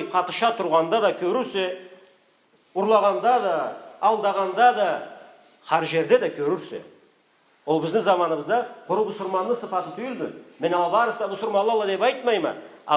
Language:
Karachay-Balkar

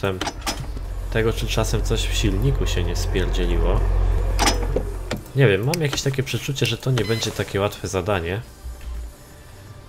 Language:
Polish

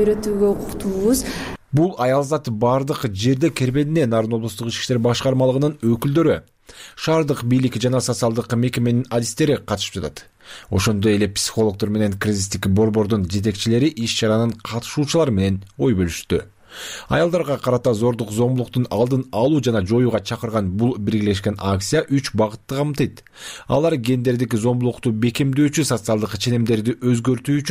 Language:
Kyrgyz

